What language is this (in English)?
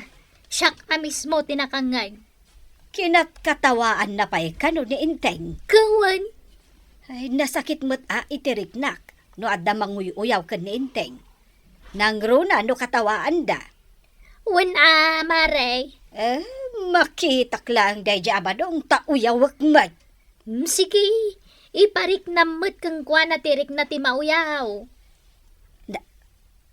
Iloko